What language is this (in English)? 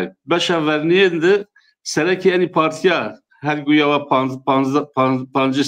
Zaza